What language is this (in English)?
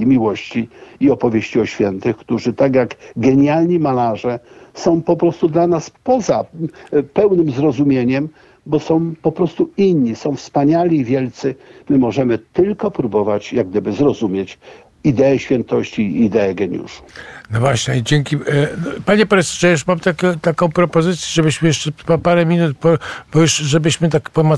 Polish